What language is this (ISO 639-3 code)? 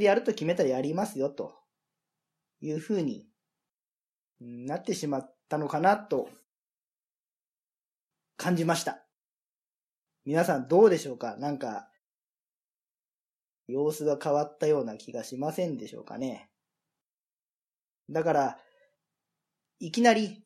jpn